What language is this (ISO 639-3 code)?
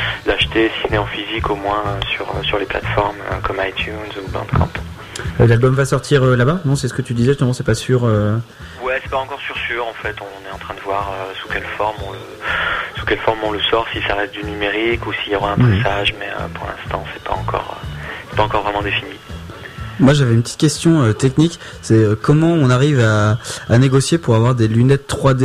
fra